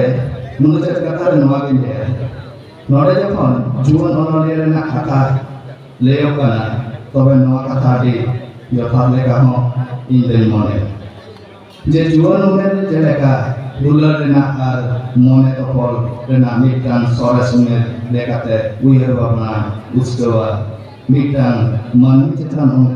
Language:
Santali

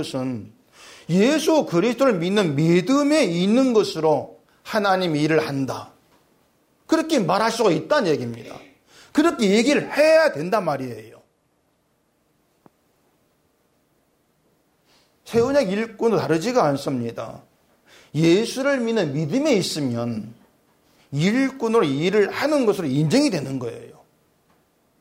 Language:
Korean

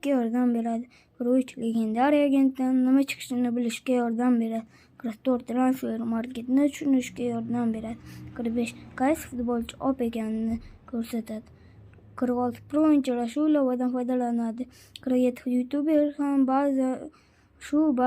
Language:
Uzbek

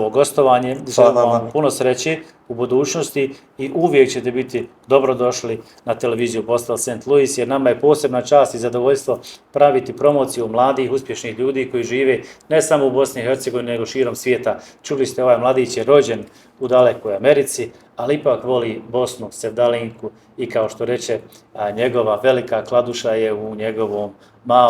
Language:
Bosnian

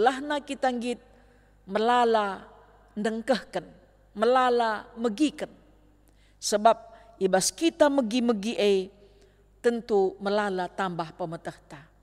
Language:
Batak Karo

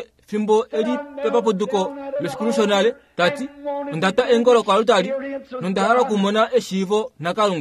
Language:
Kuanyama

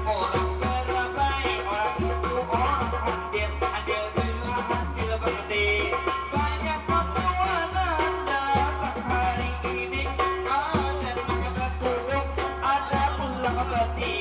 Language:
Banjar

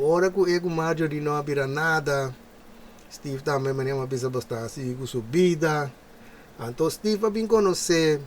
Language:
Papiamento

